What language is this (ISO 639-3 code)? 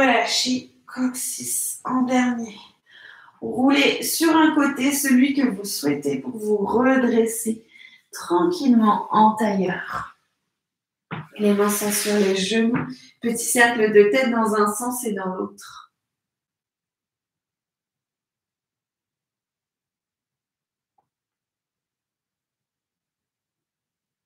fra